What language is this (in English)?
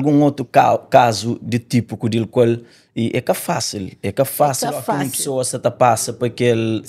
Kabuverdianu